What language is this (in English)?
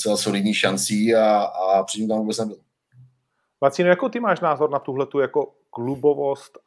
Czech